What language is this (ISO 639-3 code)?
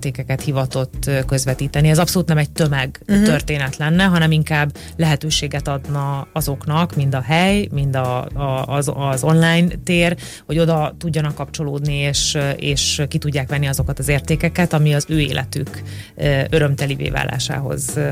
hun